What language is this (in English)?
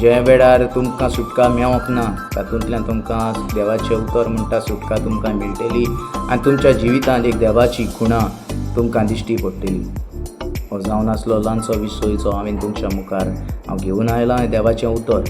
Konkani